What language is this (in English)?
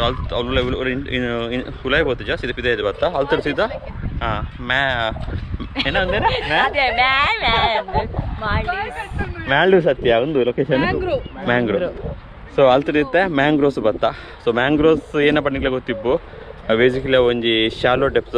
Tulu